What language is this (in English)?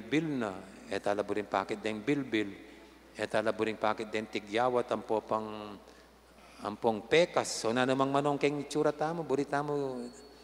Pampanga